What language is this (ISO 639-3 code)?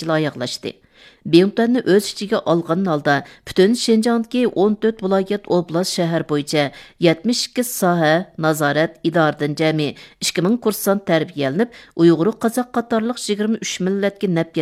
uig